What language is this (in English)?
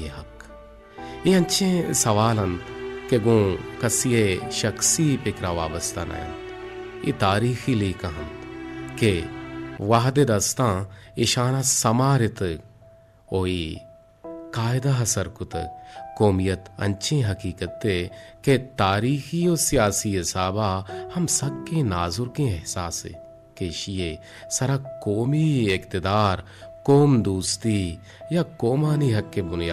Baluchi